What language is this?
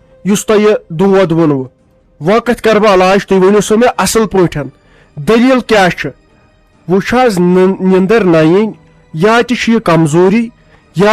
Kashmiri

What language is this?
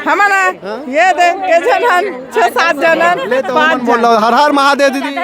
Chhattisgarhi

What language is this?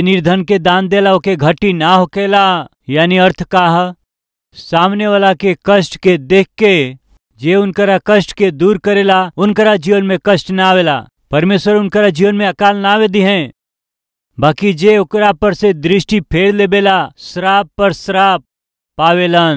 Bhojpuri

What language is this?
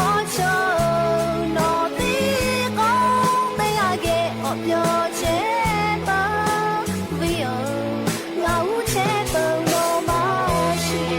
Lahu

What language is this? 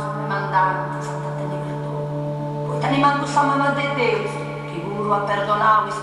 Sardinian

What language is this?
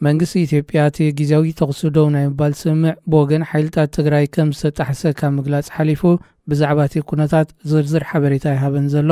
Tigrinya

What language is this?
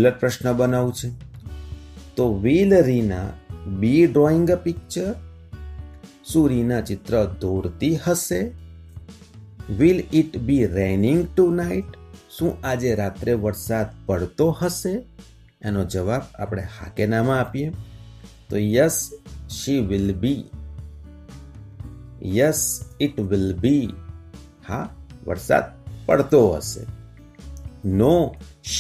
Gujarati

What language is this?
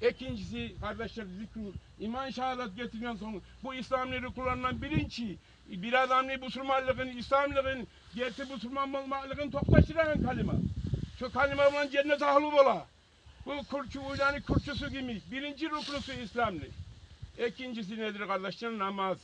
Kumyk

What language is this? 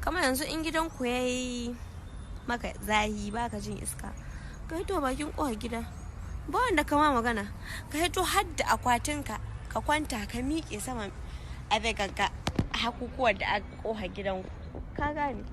Hausa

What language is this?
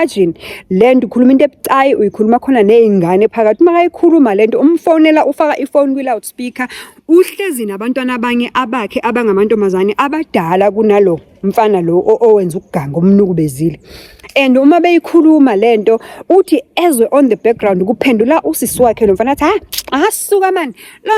Zulu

